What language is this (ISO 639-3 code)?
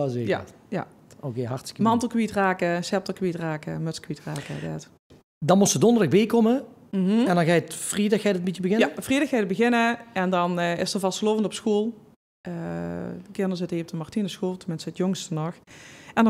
lim